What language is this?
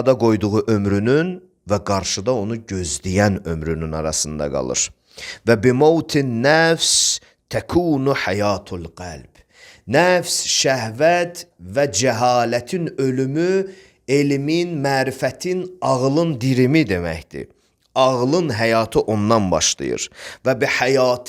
Azerbaijani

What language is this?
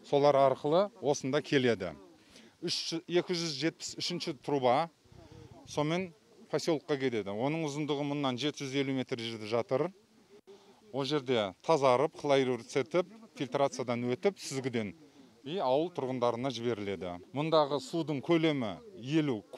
Kazakh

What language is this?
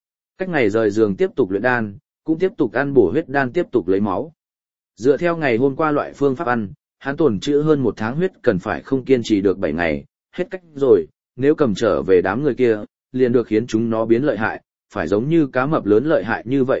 Vietnamese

